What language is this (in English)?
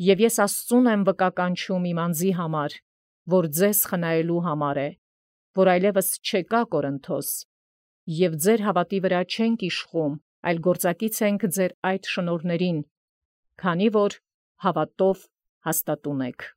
Armenian